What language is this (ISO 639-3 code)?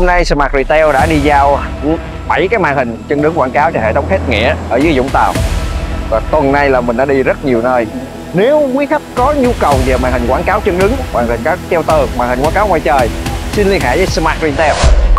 vie